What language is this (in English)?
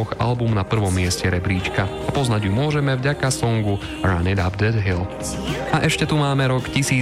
Slovak